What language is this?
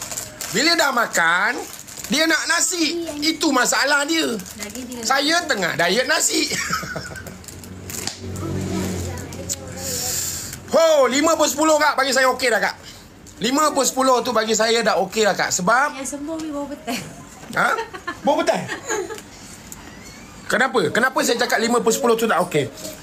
Malay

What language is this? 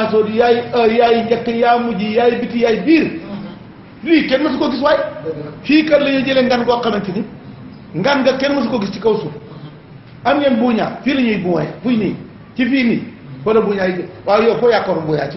Wolof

